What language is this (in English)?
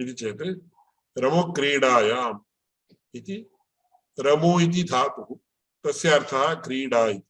Sanskrit